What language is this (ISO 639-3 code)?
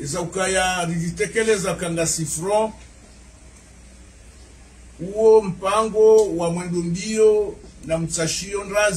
swa